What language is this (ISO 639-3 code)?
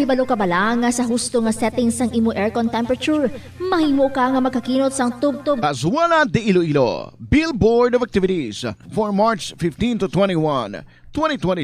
hil